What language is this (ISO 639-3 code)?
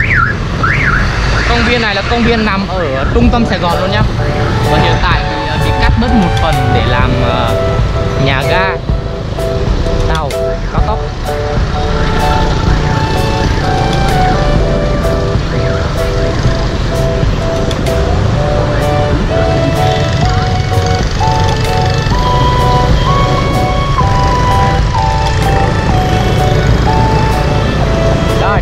vie